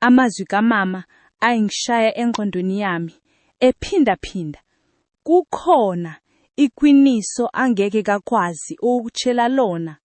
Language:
Zulu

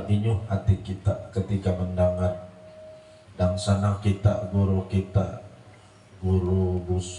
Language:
Banjar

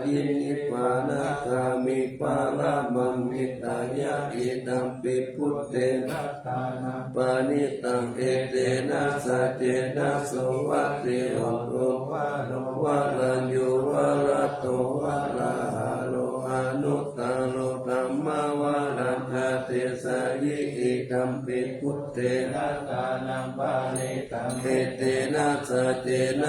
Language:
Pali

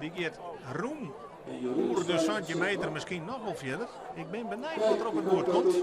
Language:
Western Frisian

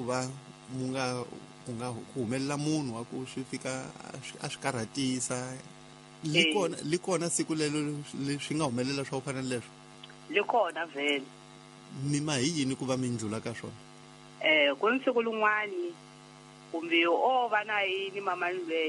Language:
Tsonga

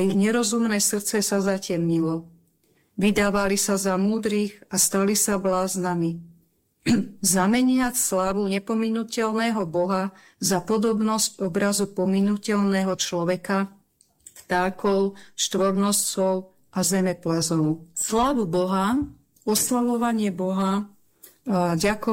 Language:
Slovak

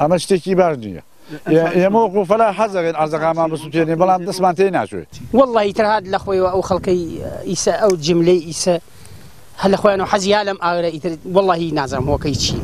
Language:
Central Kurdish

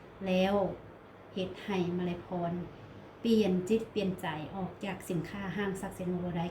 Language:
Lao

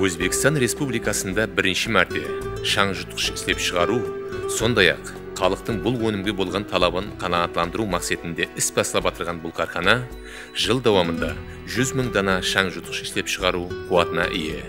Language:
Kara-Kalpak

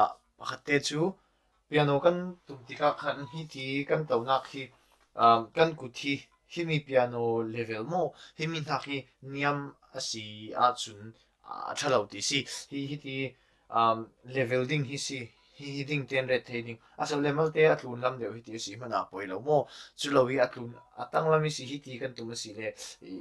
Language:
Falam Chin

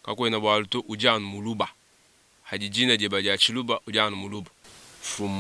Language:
Luba-Lulua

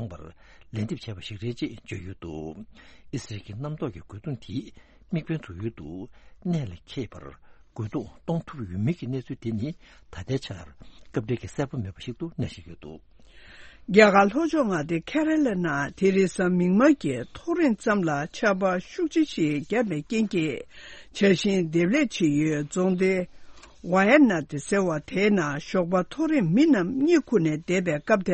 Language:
Tibetan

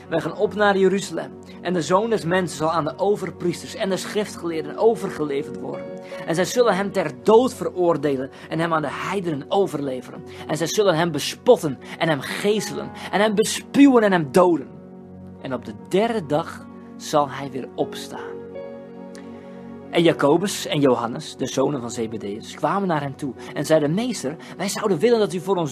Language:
Dutch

